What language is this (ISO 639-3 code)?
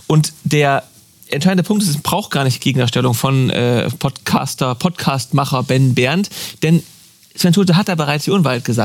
deu